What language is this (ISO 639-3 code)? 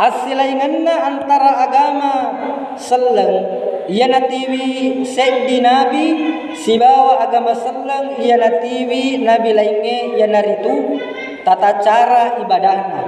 bug